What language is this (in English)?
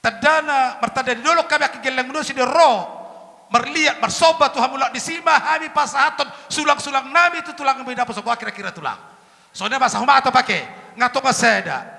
Batak Toba